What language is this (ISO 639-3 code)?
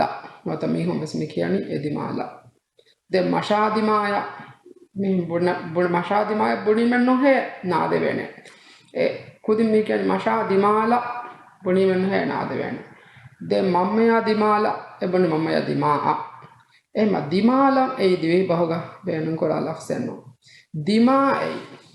div